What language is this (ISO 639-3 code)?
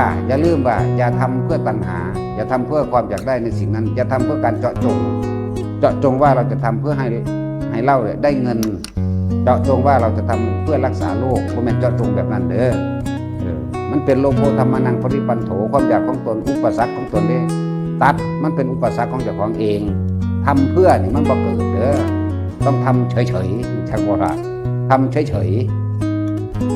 tts